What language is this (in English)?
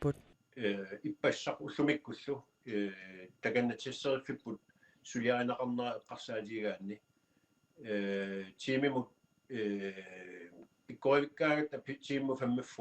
Kalaallisut